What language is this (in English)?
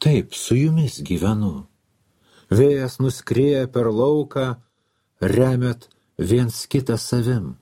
Lithuanian